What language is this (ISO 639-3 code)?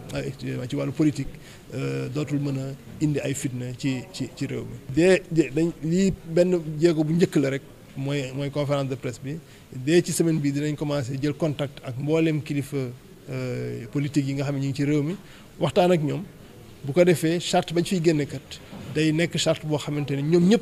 wol